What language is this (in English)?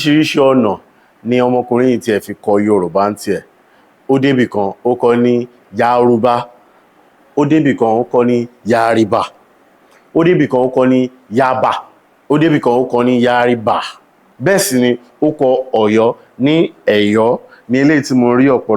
Yoruba